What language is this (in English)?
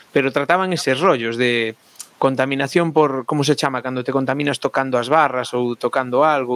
Galician